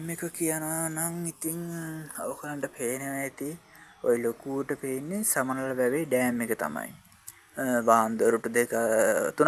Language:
Sinhala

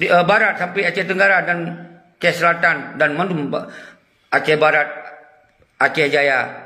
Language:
Achinese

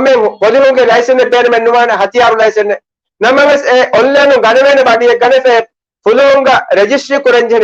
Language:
Divehi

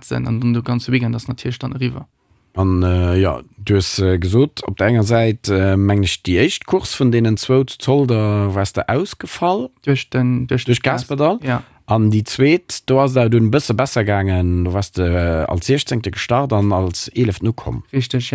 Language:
Luxembourgish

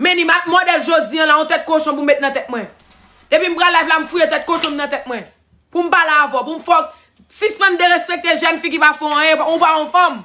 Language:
Haitian Creole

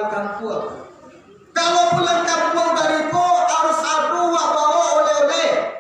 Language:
Minangkabau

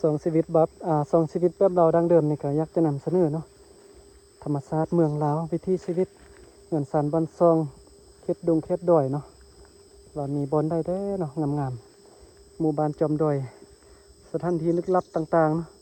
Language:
Lao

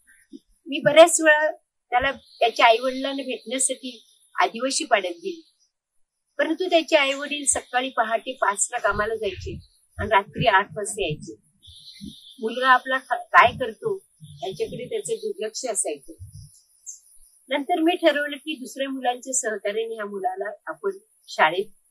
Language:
Marathi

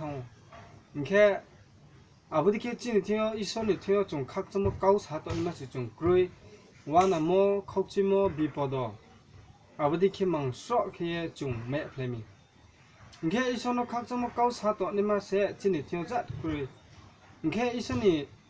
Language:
Riang (India)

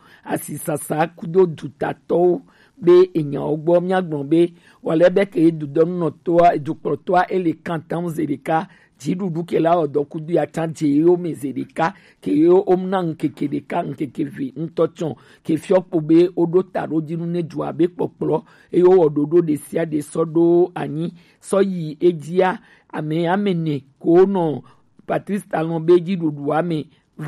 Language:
Gen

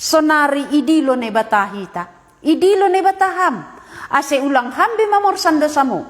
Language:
Batak Simalungun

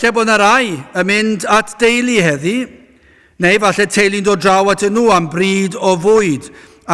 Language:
Welsh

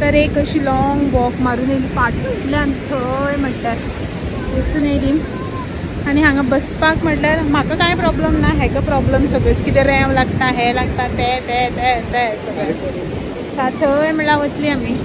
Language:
Konkani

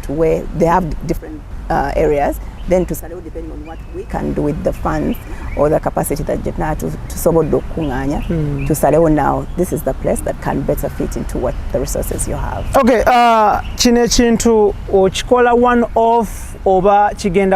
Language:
Ganda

